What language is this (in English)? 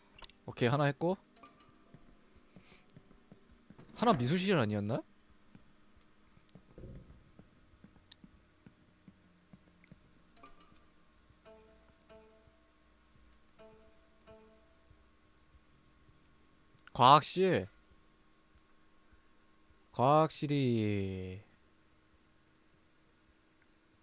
Korean